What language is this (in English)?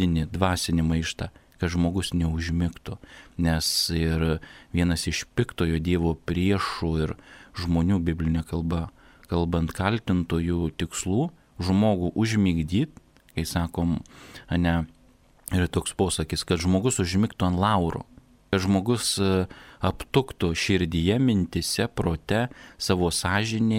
Lithuanian